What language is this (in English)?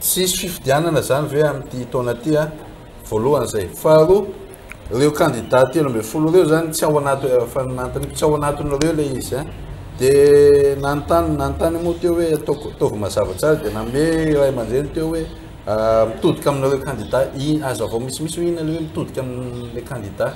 Malagasy